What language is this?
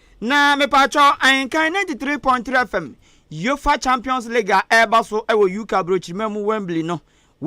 Akan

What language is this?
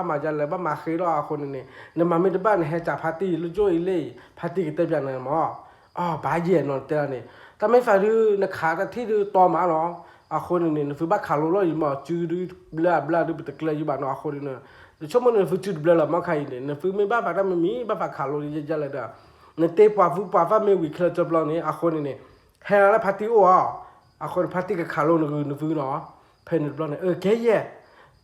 S'gaw Karen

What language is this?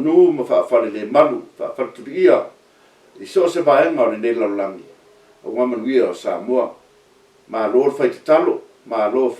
Samoan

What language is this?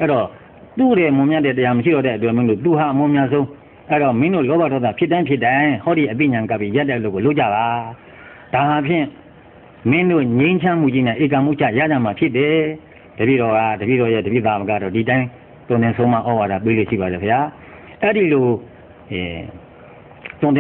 Burmese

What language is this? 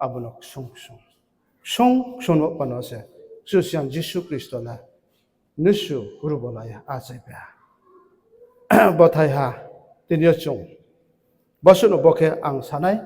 Riang (India)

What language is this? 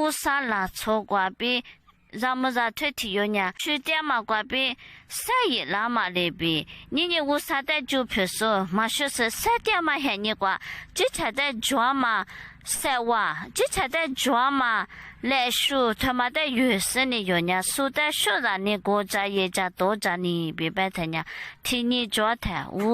Lisu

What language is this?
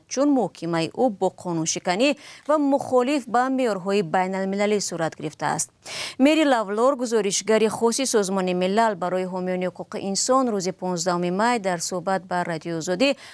Tajik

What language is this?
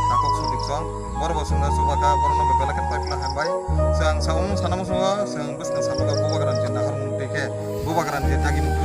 Kok Borok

